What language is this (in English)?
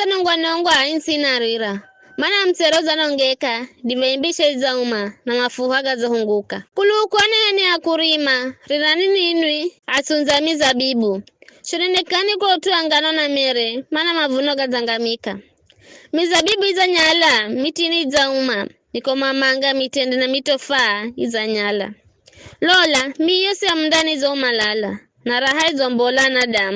Giryama